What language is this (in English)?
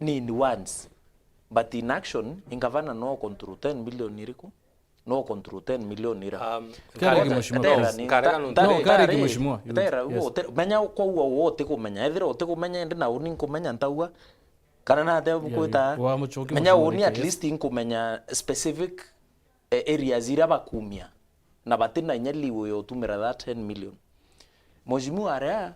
Meru